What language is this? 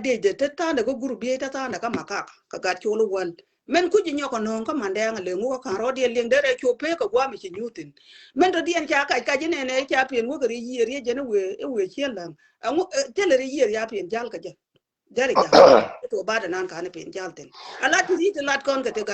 Nuer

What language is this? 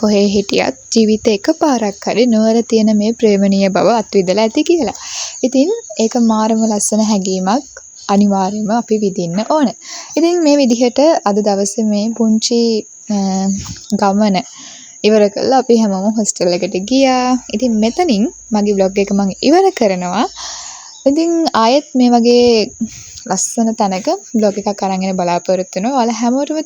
Sinhala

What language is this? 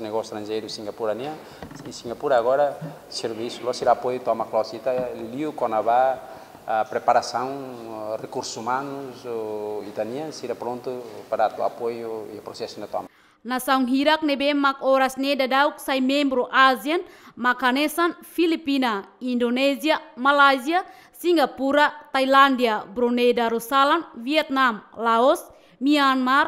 Tetum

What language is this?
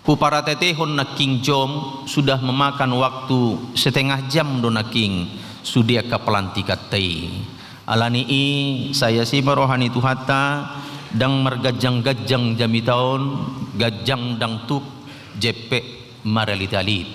Batak Toba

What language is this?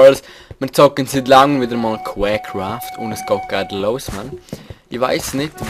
Swiss German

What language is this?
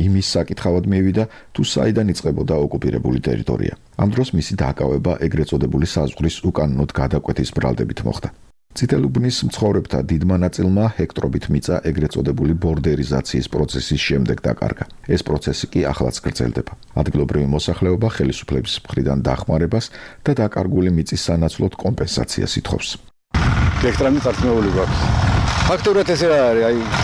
Georgian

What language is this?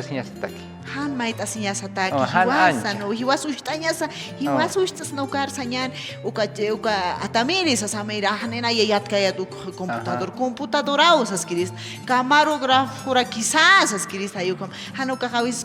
Aymara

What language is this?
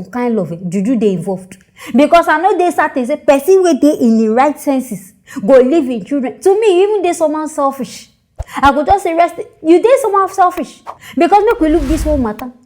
Nigerian Pidgin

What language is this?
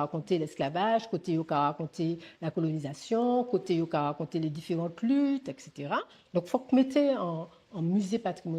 Guadeloupean Creole French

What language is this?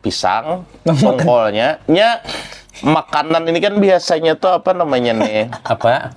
Banjar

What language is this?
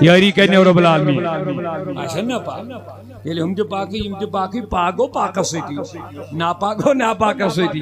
Kashmiri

